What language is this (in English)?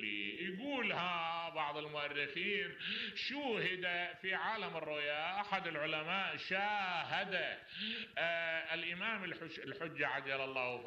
Mesopotamian Arabic